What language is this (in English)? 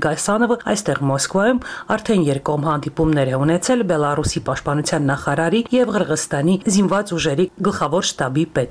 Armenian